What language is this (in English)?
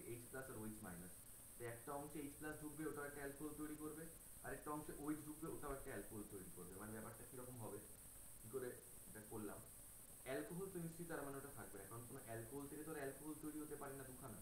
Bangla